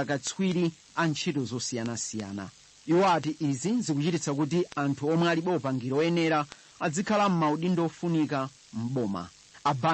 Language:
Nyanja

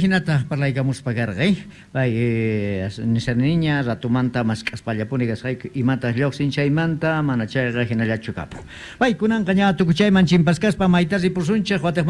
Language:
South Bolivian Quechua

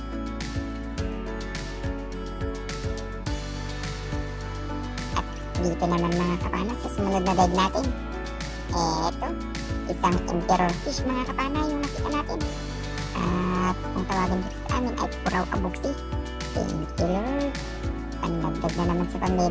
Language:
Filipino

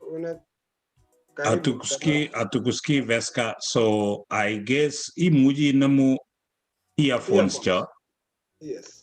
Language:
Kalenjin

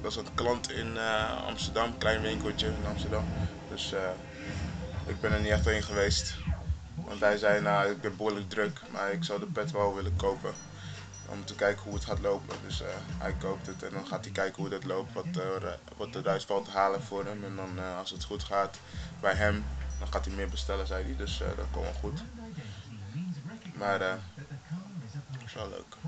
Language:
Dutch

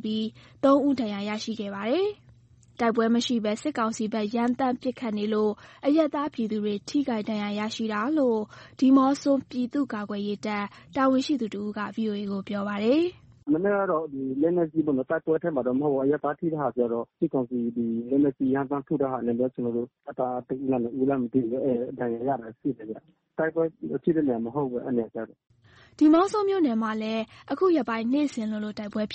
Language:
Burmese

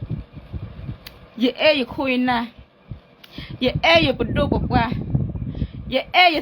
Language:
S'gaw Karen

